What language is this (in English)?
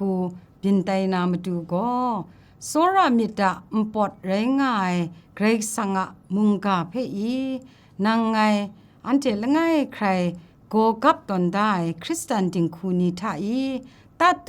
Kachin